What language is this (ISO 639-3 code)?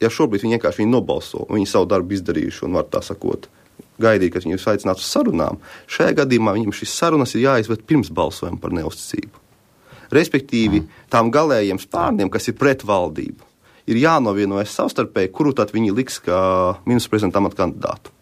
lav